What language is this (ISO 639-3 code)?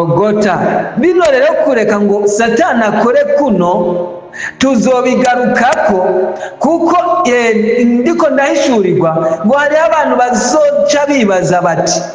run